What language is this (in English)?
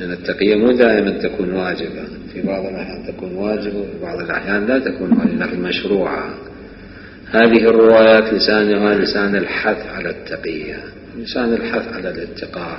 Mesopotamian Arabic